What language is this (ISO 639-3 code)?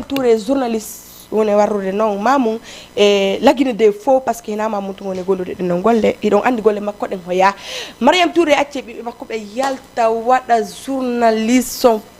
ful